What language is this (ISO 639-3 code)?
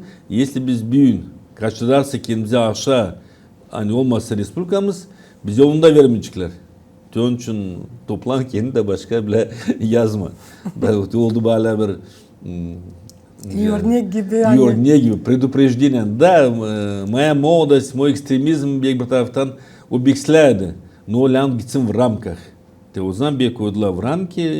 gag